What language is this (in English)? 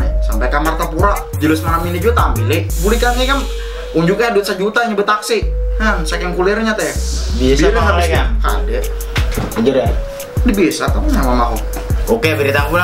Banjar